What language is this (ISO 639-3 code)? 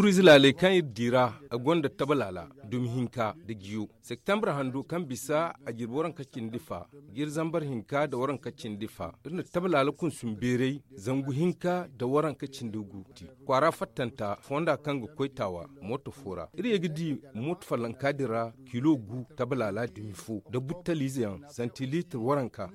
dje